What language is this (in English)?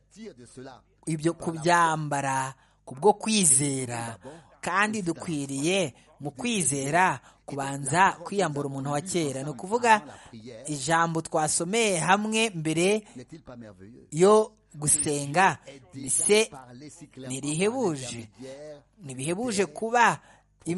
Kinyarwanda